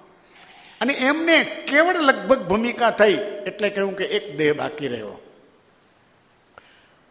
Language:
Gujarati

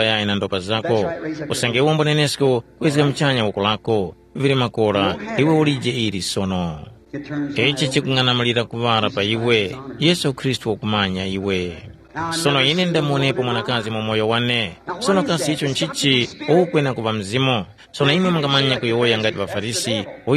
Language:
Tumbuka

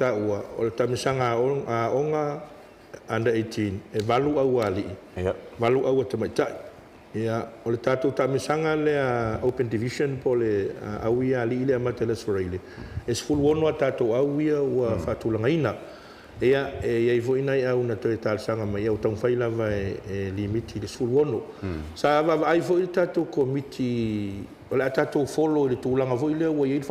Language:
Samoan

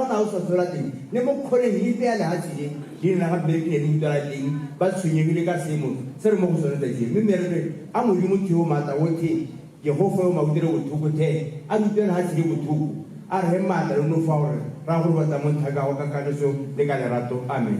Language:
Tswana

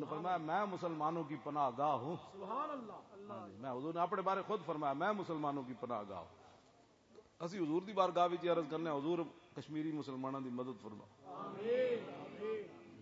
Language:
Western Panjabi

